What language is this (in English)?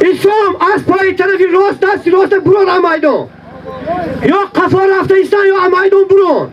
Tajik